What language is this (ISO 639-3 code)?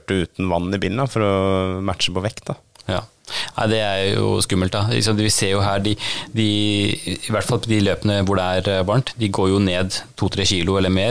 nor